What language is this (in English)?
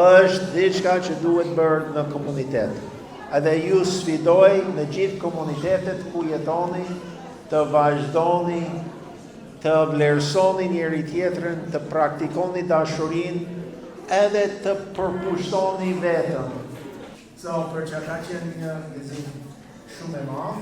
Albanian